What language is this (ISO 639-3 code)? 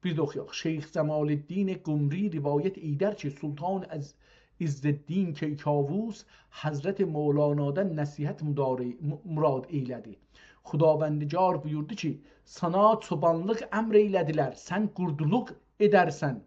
azb